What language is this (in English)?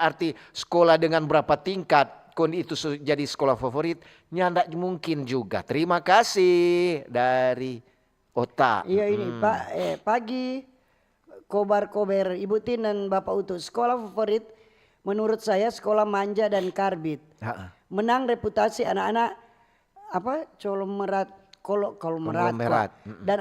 Manado Malay